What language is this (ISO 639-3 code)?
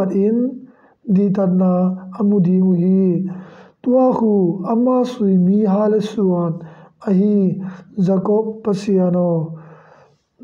ctd